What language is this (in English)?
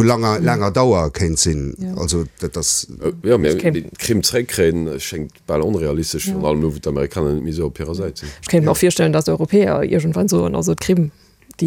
Luxembourgish